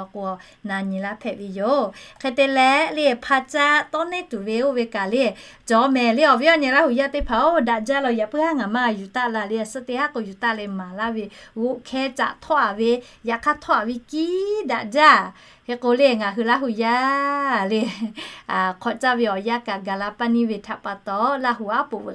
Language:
Lahu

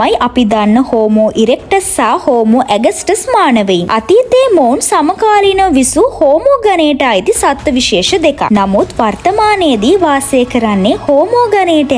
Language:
Sinhala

